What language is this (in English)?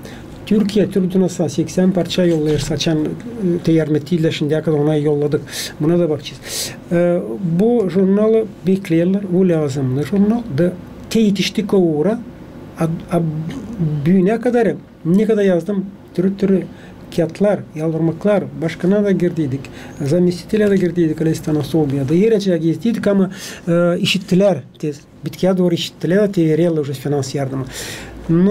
Gagauz